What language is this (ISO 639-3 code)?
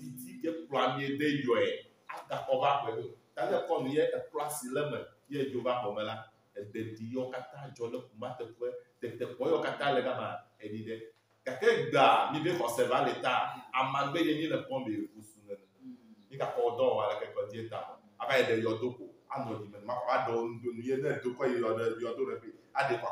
ewe